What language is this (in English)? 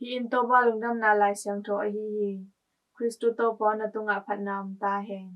Tedim Chin